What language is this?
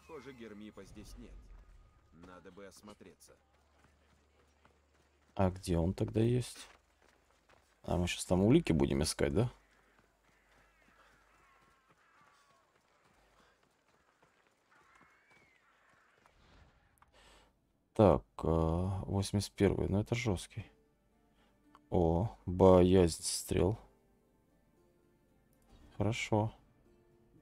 Russian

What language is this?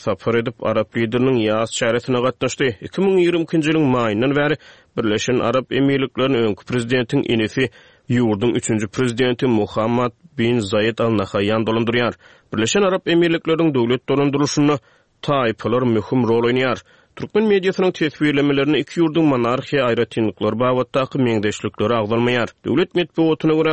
Turkmen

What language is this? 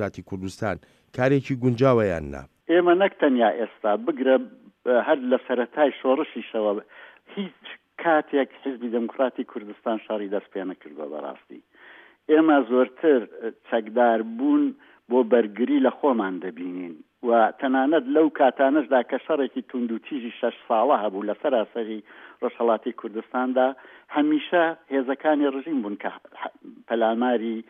Central Kurdish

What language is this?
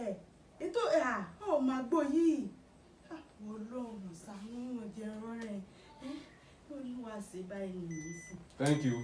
Yoruba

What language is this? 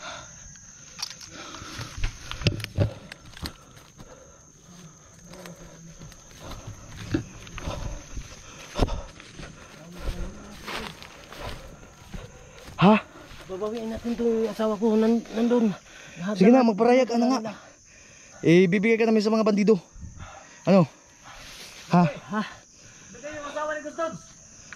Filipino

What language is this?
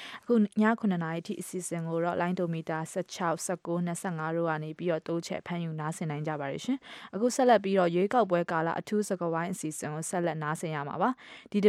Burmese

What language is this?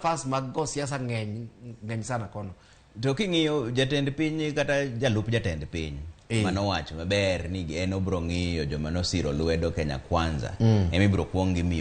Luo (Kenya and Tanzania)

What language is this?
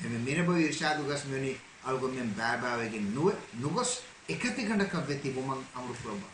Divehi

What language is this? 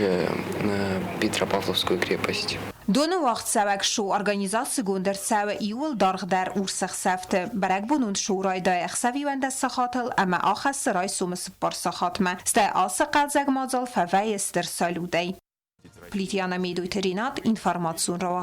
Ossetic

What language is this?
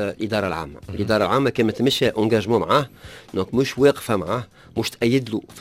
Tunisian Arabic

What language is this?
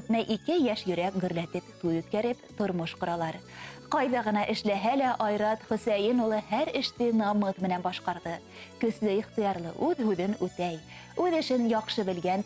Bashkir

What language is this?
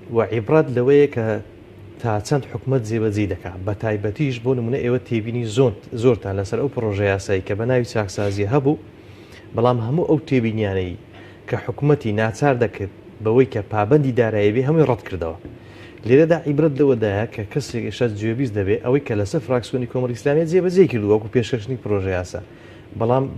Central Kurdish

